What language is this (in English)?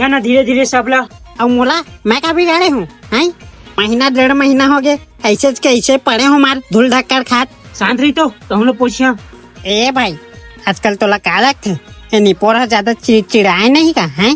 Chhattisgarhi